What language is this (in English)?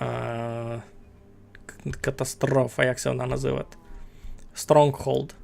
Rusyn